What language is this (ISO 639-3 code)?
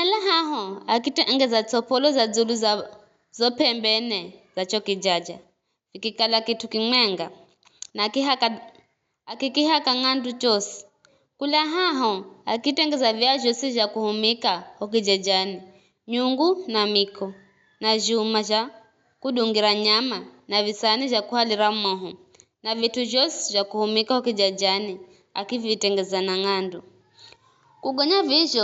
nyf